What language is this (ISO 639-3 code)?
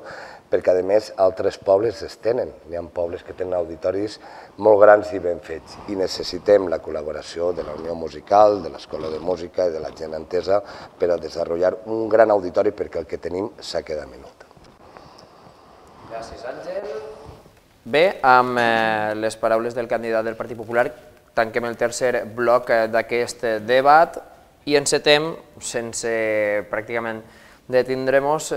cat